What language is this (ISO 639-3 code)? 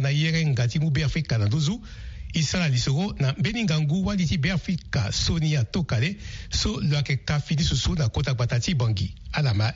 sag